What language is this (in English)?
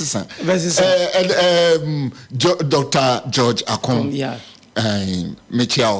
Akan